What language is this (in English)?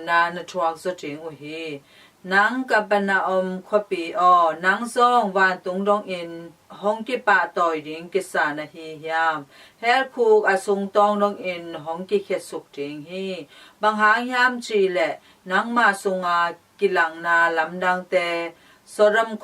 Tedim Chin